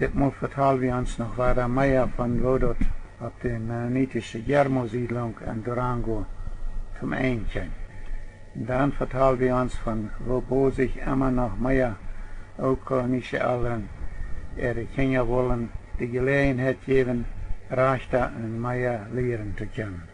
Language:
Plautdietsch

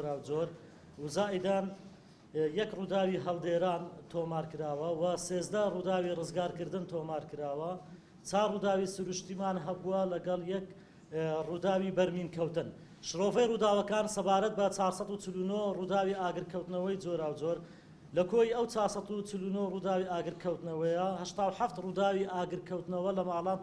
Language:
Central Kurdish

